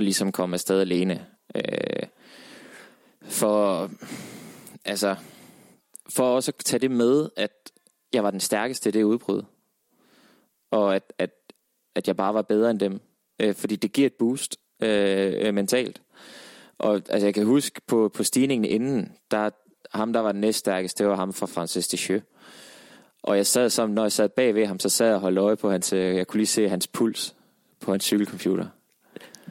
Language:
Danish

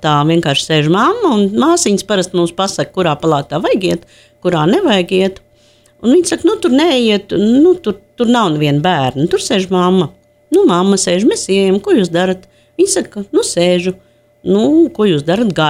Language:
Latvian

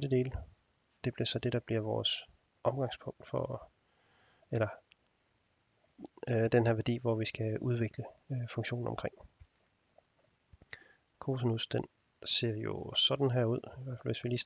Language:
Danish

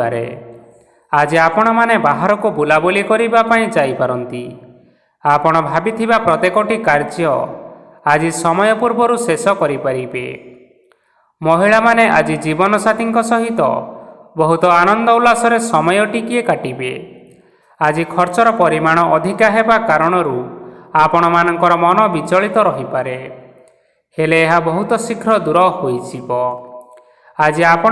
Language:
Odia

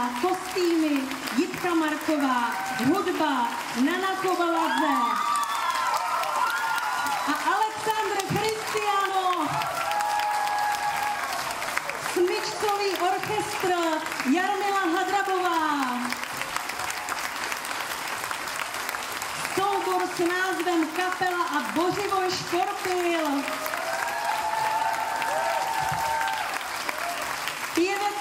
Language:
Czech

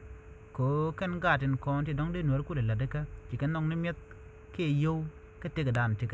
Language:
Nuer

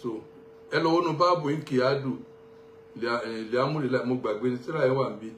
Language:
Yoruba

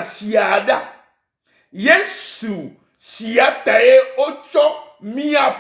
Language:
Ewe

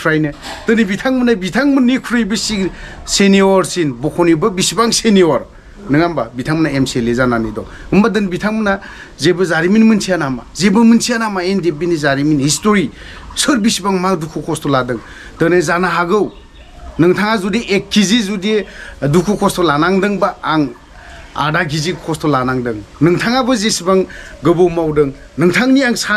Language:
Bodo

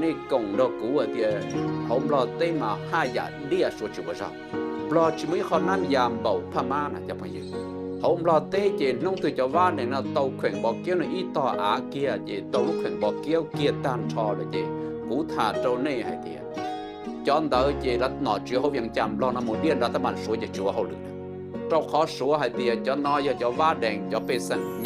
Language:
Hmong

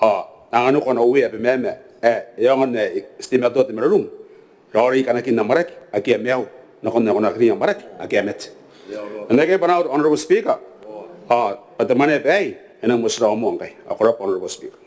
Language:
Gilbertese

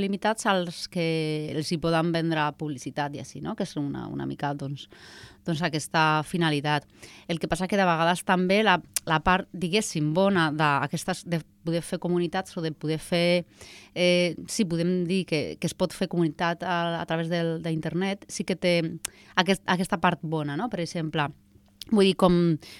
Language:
Catalan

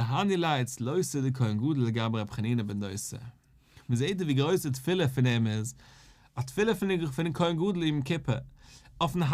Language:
Yiddish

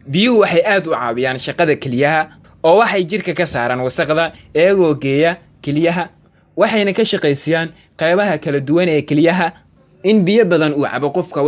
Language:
Somali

